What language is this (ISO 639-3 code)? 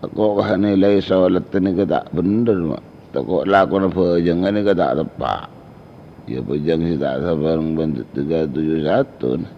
mad